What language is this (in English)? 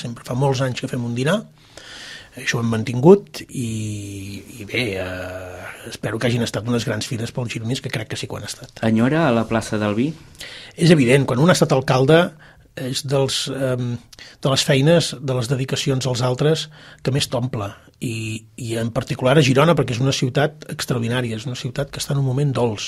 Catalan